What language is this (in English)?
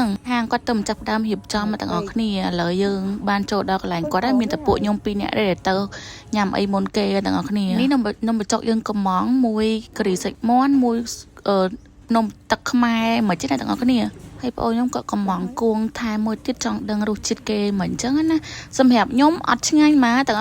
Khmer